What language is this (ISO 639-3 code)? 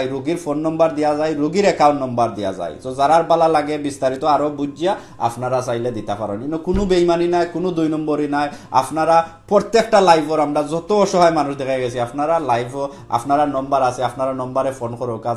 syl